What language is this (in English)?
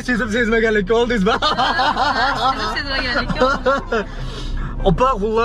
Uzbek